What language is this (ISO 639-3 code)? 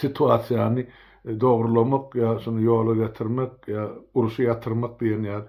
tuk